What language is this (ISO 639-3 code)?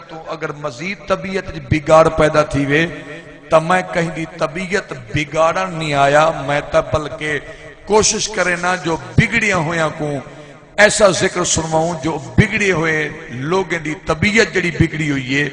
skr